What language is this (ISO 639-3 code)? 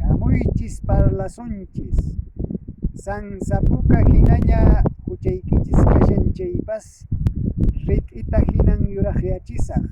que